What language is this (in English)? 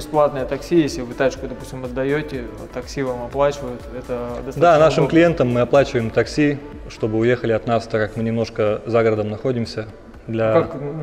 Russian